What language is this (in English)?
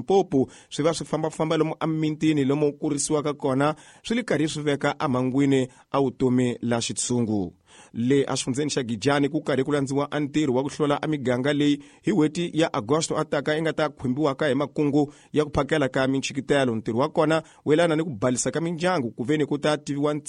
Tsonga